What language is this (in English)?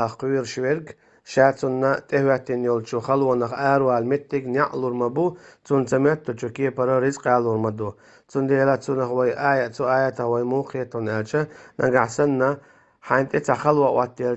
Chechen